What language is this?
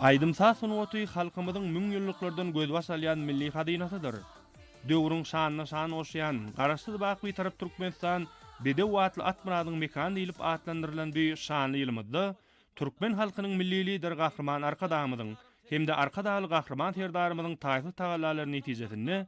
Turkmen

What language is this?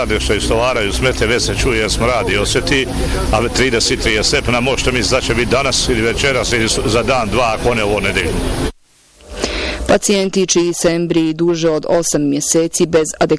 Bosnian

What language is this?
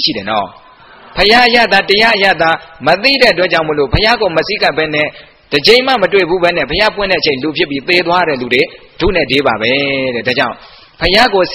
Burmese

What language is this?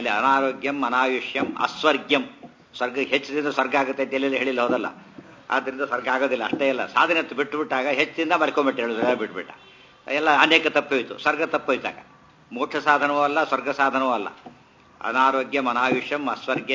Kannada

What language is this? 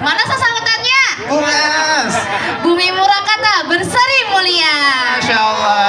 Banjar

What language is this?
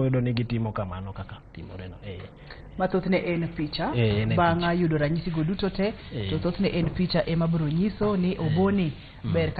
Luo (Kenya and Tanzania)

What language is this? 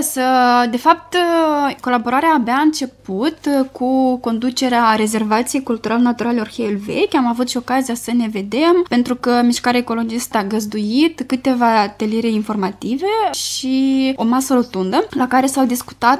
Romanian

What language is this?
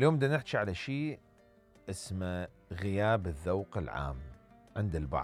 Mesopotamian Arabic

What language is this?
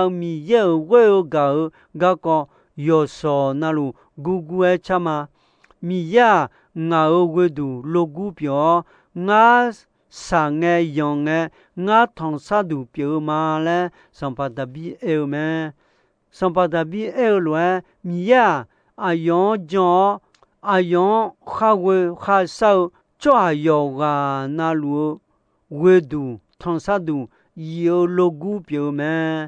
Akha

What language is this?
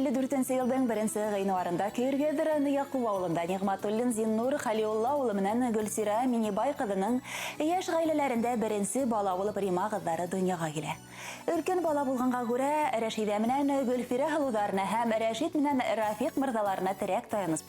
Bashkir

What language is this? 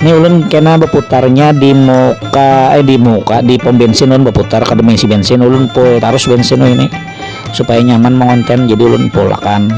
Banjar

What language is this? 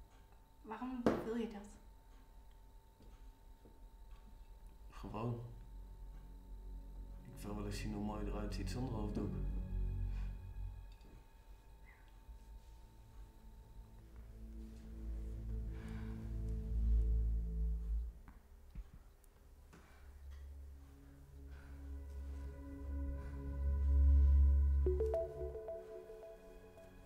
Dutch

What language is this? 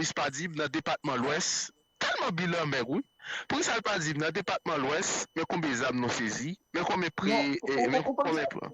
Haitian Creole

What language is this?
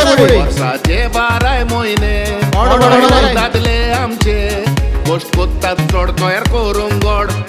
Konkani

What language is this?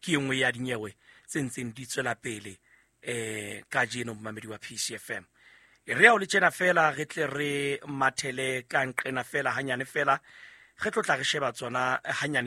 Southern Sotho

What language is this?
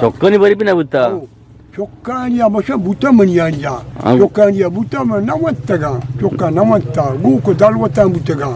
Eastern Balochi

